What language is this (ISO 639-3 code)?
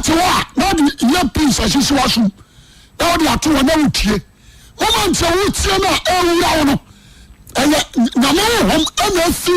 aka